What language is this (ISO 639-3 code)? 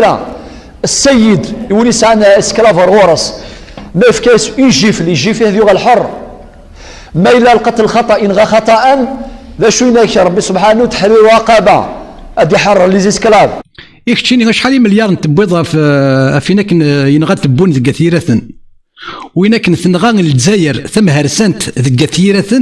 kab